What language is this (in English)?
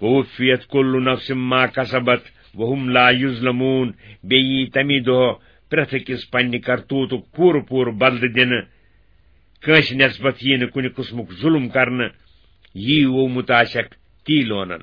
Kashmiri